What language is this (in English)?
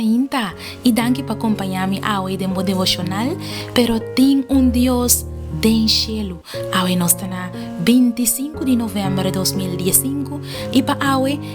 Papiamento